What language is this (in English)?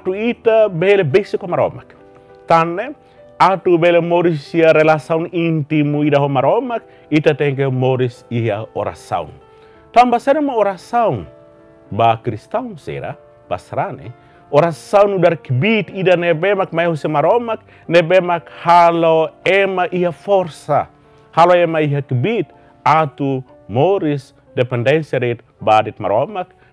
Tetum